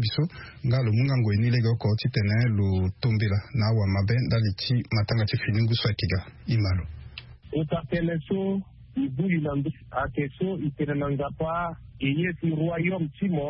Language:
Sango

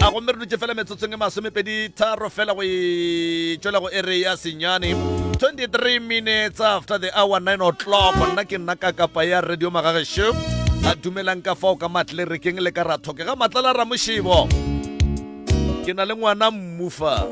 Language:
Northern Sotho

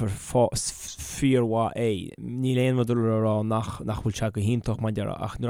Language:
Irish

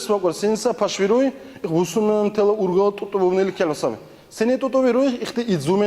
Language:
Dargwa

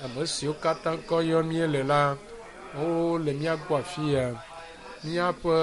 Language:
Ewe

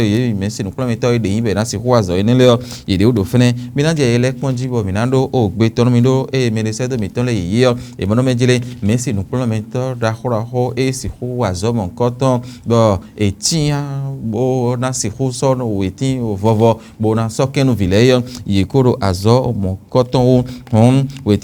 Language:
Fon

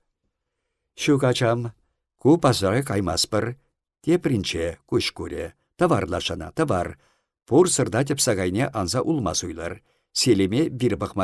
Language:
Chuvash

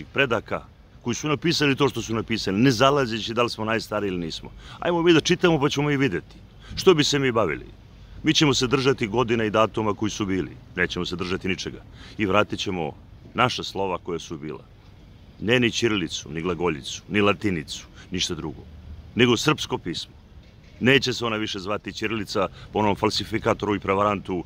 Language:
Serbian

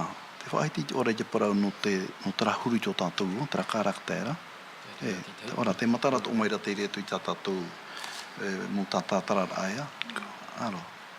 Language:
Tahitian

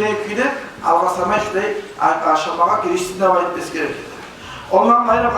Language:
Kumyk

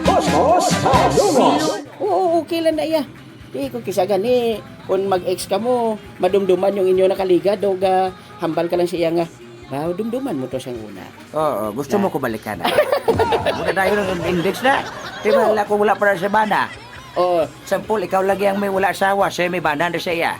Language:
Hiligaynon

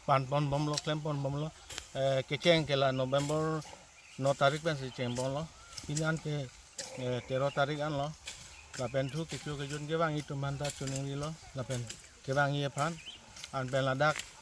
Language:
Karbi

